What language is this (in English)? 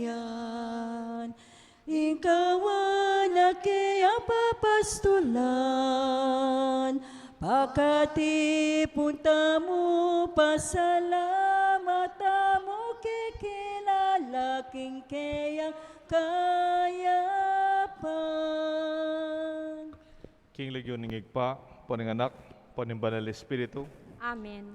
Pampanga